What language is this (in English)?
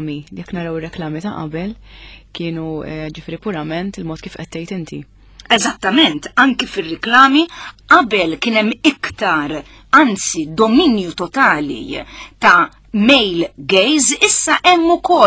Maltese